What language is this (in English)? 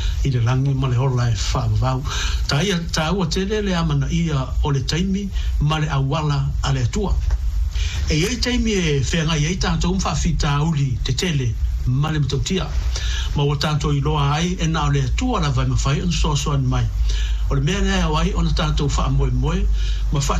Samoan